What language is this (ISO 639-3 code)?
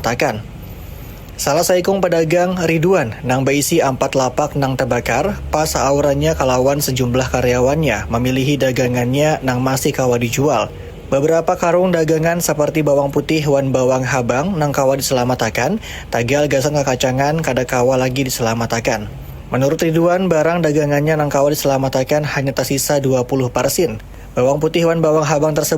bjn